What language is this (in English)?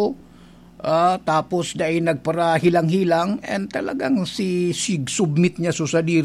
Bikol